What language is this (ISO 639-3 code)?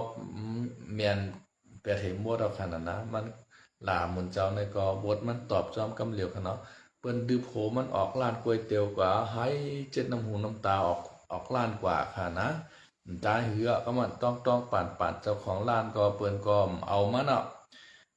shn